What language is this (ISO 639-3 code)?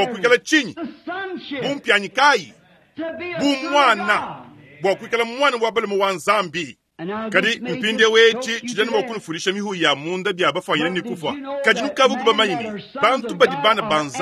lua